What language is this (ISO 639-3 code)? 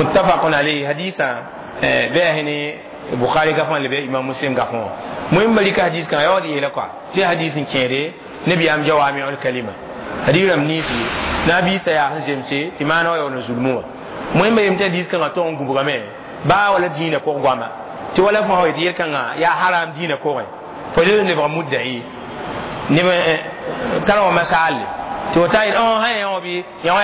mos